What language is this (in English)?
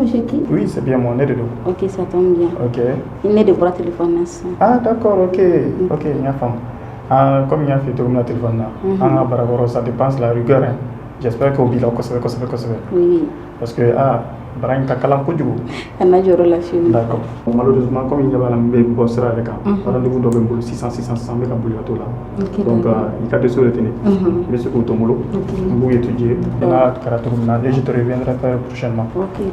Bambara